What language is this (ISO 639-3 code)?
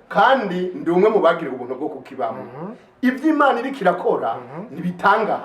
run